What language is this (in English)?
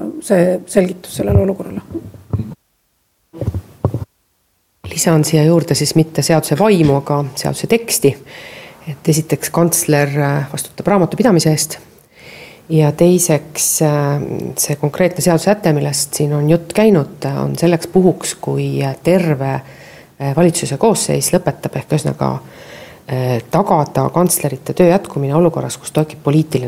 Estonian